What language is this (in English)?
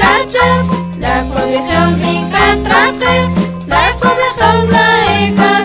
Kekchí